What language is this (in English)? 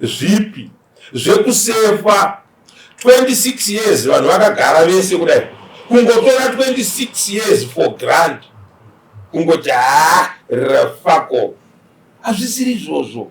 Shona